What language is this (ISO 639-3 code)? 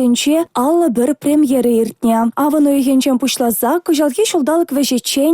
chv